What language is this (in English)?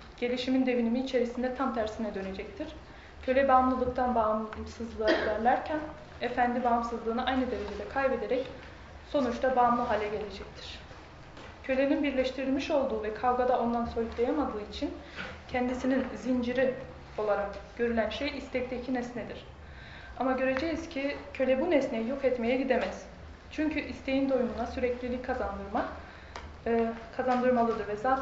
Turkish